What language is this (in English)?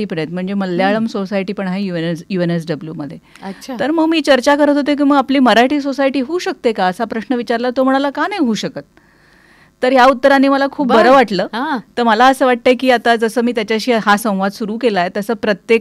Marathi